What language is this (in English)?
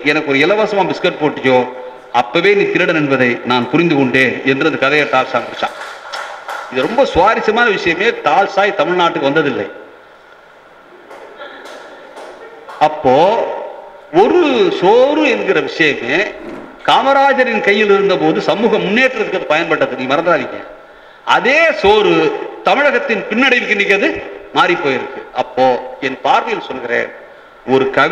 Tamil